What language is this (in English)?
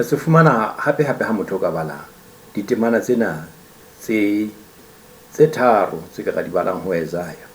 Southern Sotho